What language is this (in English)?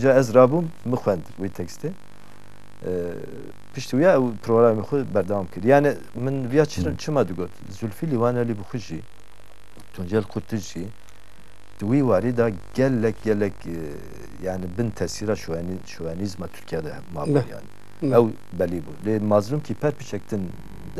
Kurdish